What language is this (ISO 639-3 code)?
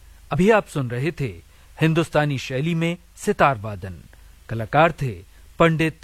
hin